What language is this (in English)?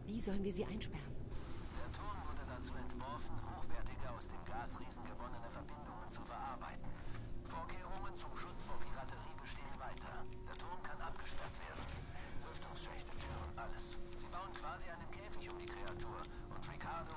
Bavarian